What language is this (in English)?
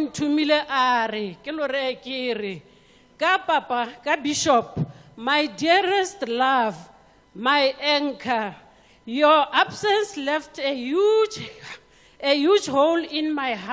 Tswana